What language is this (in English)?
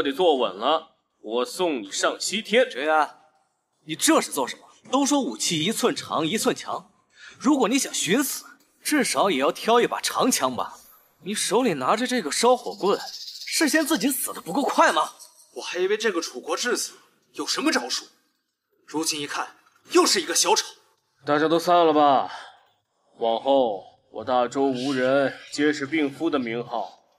Chinese